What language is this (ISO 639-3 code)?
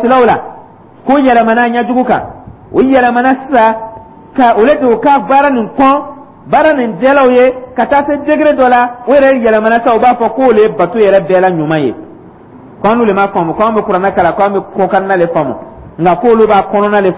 dyu